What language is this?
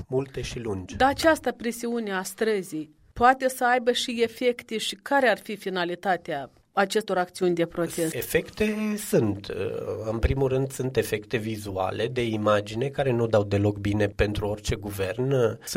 Romanian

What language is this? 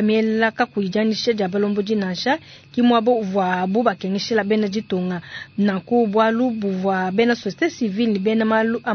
Luba-Lulua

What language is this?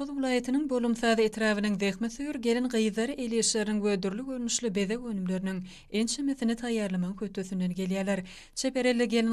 Turkmen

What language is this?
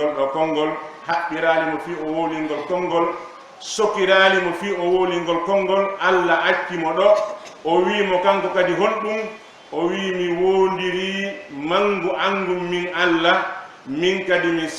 Fula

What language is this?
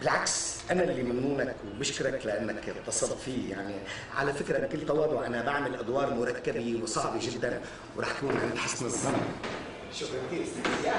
North Levantine Arabic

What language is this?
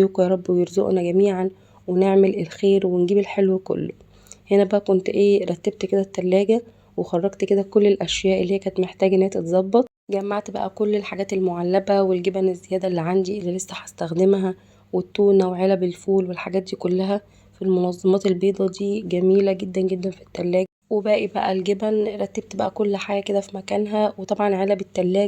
Egyptian Arabic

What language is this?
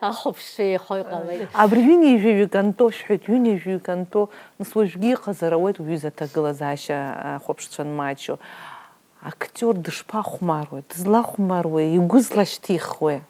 Abkhazian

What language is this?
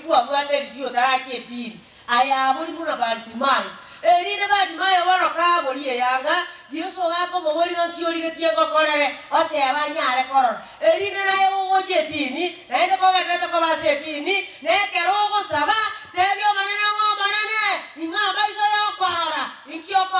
Gusii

